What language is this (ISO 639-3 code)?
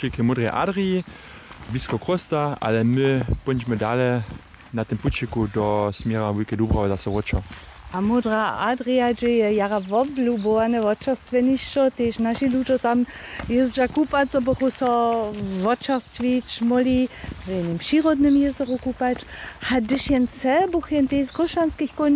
hsb